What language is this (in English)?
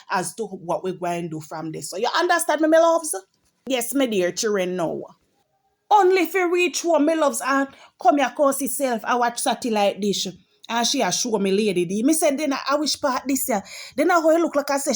Jamaican Creole English